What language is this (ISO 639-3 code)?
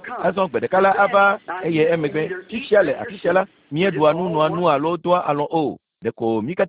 ewe